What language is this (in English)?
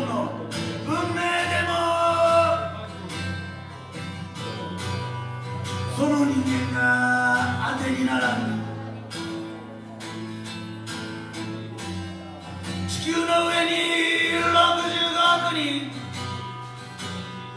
Japanese